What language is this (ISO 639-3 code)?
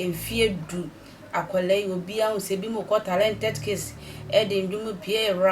aka